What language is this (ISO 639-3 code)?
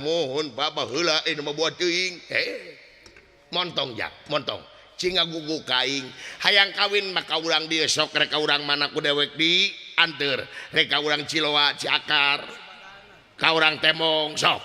sun